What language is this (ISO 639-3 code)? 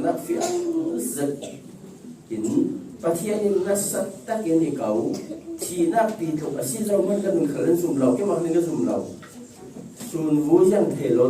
cfm